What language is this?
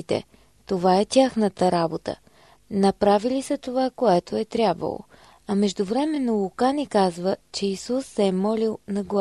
Bulgarian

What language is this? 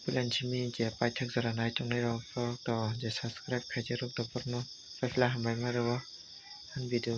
Kok Borok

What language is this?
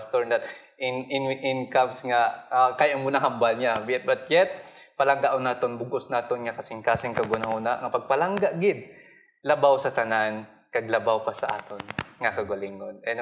Hiligaynon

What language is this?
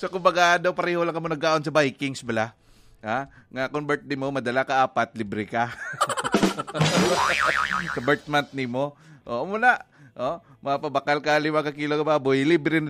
Hiligaynon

